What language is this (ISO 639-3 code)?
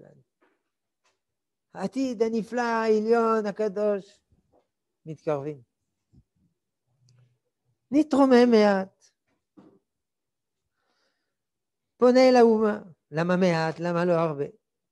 heb